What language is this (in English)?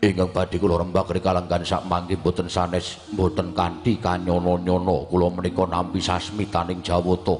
Javanese